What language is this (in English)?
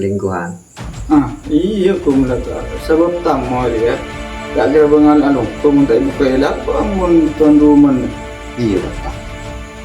Madurese